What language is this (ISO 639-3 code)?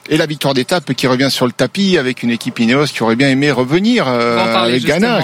fra